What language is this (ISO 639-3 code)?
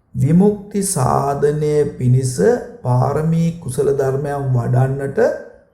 sin